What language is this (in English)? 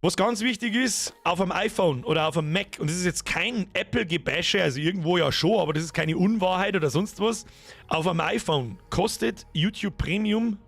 Bavarian